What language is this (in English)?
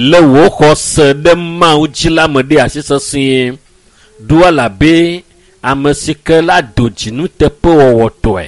Ewe